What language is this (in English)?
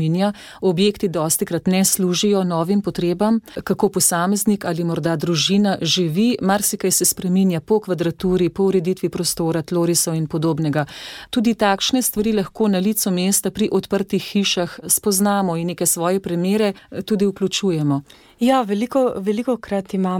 Slovenian